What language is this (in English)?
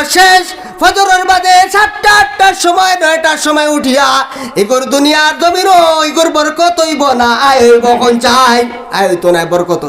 Sylheti